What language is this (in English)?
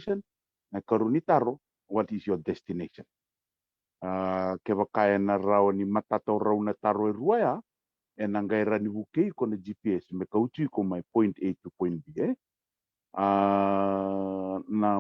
Fijian